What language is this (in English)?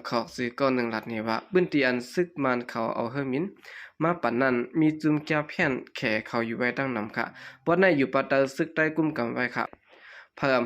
Shan